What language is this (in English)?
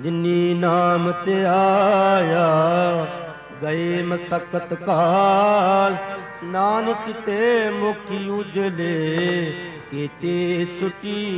Punjabi